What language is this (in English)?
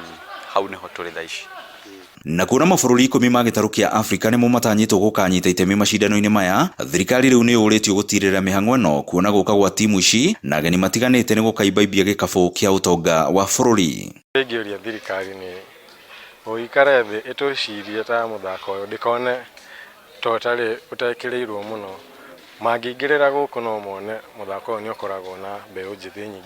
Kikuyu